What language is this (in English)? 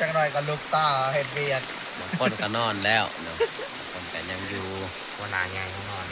Northeastern Thai